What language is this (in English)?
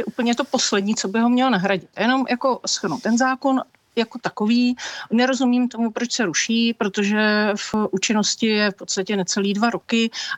Czech